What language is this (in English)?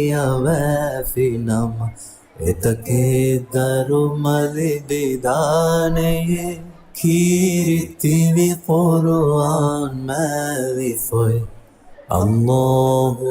Divehi